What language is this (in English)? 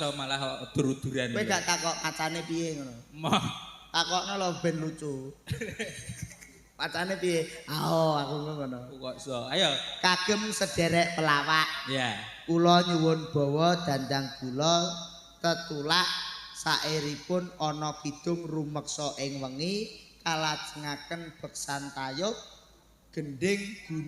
Javanese